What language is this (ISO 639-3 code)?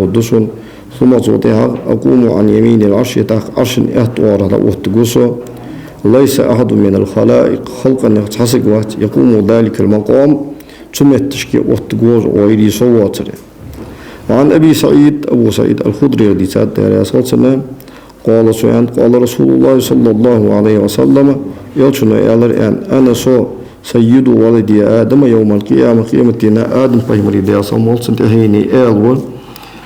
inh